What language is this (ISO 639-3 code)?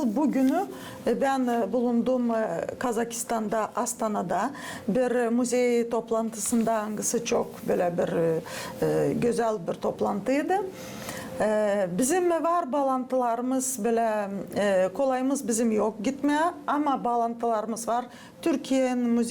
gag